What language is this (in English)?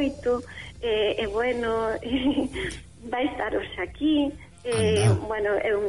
Galician